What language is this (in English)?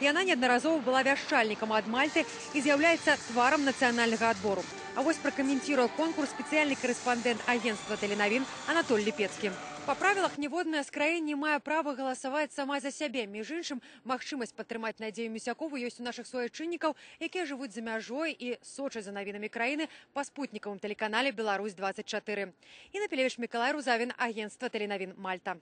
Belarusian